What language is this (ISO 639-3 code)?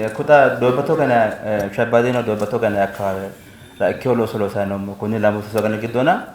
sid